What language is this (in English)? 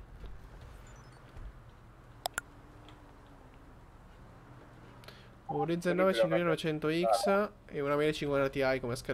Italian